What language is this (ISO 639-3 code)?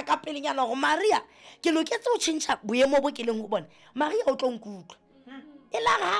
sot